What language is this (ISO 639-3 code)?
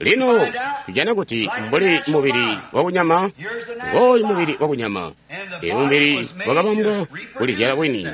toi